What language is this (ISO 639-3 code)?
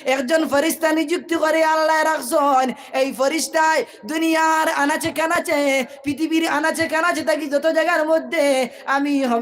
syl